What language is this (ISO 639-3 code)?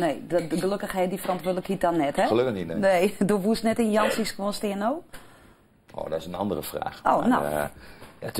fry